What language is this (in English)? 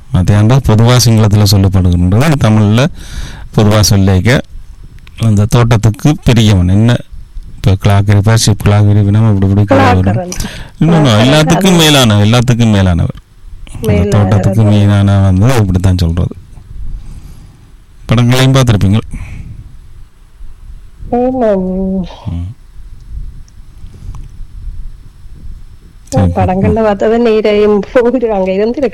Tamil